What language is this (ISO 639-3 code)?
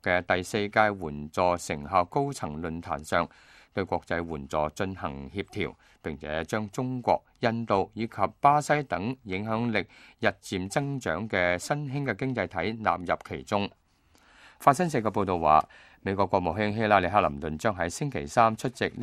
yue